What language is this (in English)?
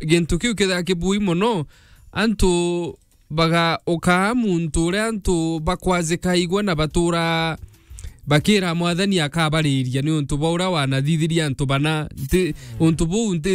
Meru